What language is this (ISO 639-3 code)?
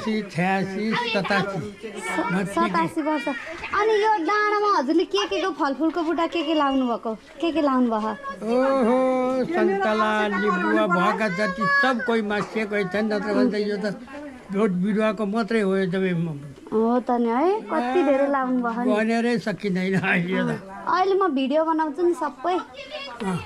nep